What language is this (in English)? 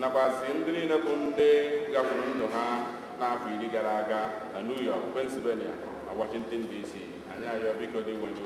Igbo